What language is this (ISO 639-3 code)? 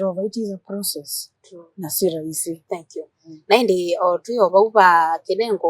kam